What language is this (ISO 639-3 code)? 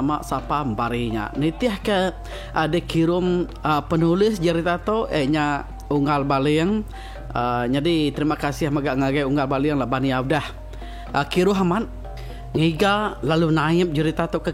iba